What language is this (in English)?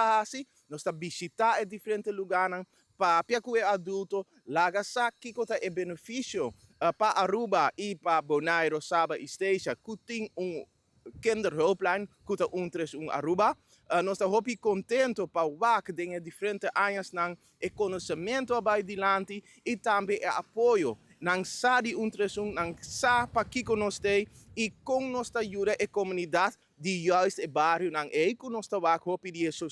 Papiamento